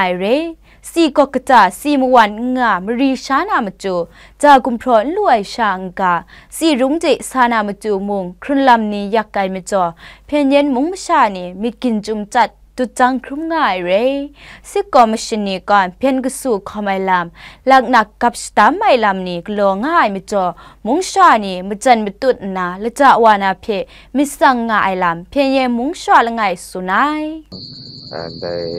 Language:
Kachin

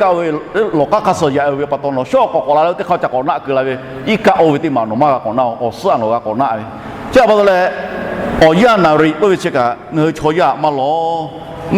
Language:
Lahu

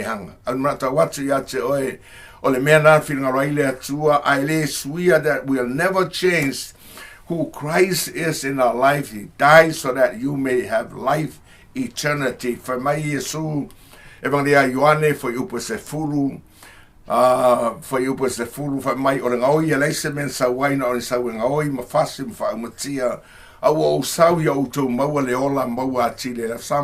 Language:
Samoan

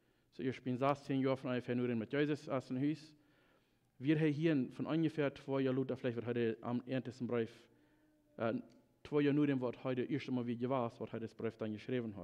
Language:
Plautdietsch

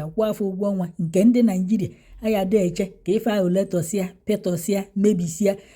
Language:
Igbo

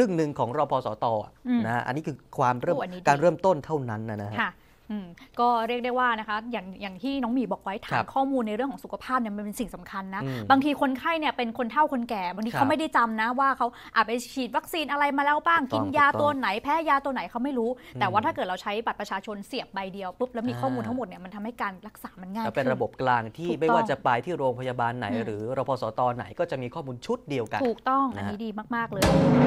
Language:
Thai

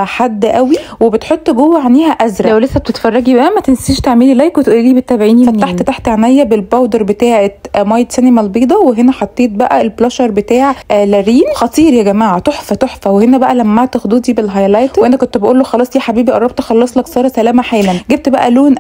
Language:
Egyptian Arabic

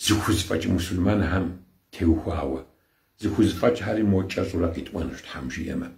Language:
Kabardian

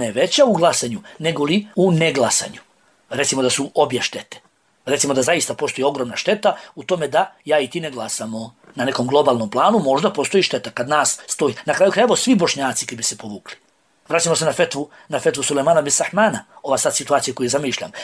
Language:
Bosnian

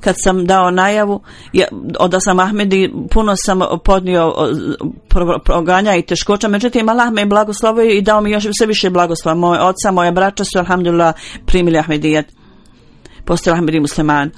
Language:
Bosnian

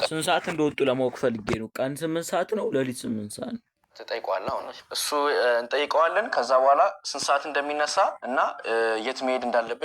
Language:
Amharic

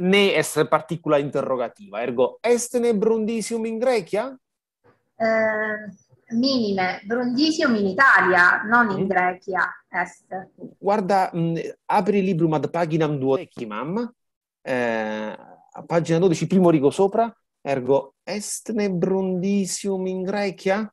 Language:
Latin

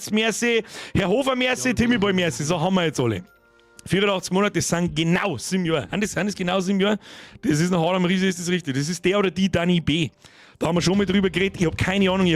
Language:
Bavarian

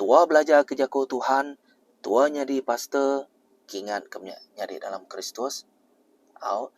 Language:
Iban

